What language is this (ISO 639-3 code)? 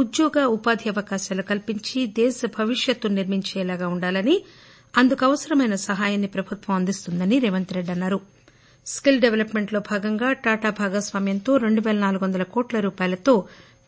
tel